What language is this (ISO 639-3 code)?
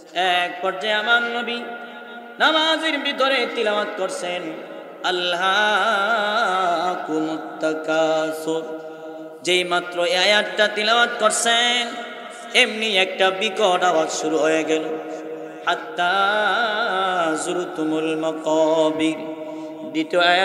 ben